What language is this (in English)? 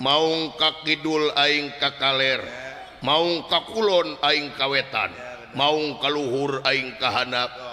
Sundanese